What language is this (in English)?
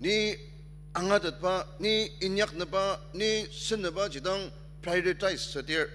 Ao Naga